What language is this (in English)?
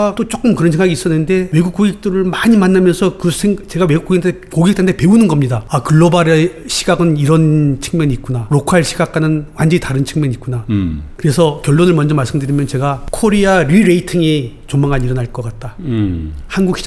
Korean